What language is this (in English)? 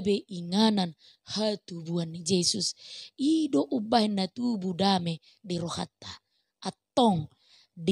Batak Toba